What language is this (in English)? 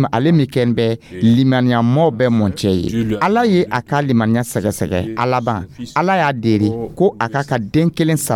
Dyula